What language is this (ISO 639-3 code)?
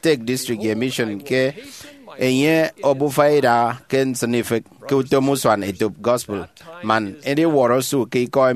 efi